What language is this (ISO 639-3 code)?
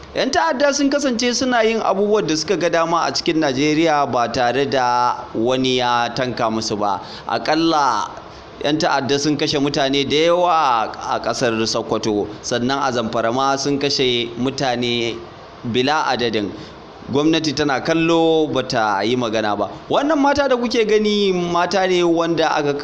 hau